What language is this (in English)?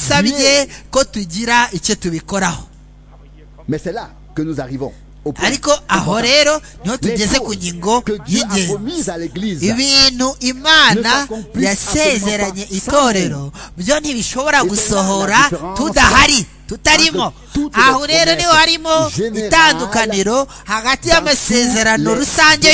Kinyarwanda